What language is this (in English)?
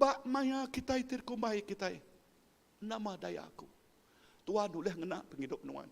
Iban